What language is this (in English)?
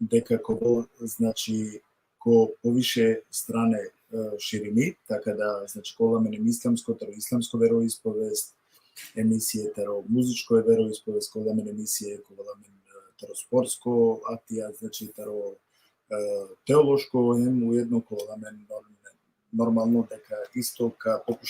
Balkan Romani